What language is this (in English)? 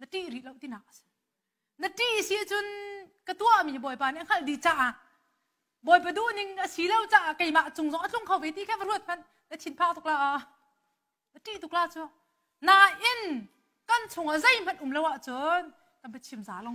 Hakha Chin